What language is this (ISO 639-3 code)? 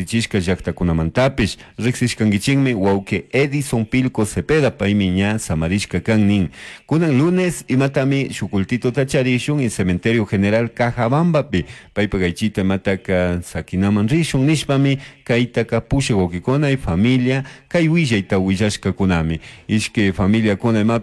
qug